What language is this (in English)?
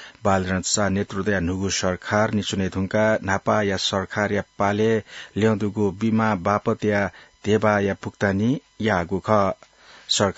Newari